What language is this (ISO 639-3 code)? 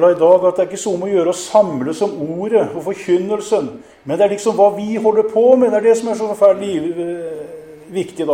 nor